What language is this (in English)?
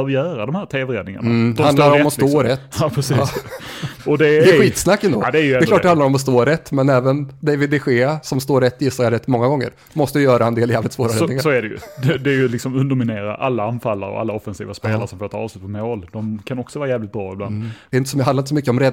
Swedish